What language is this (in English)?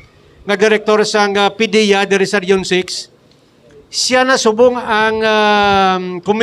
Hiligaynon